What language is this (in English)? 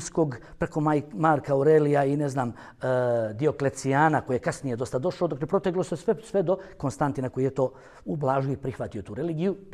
Bosnian